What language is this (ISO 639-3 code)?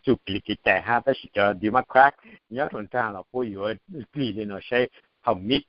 hmn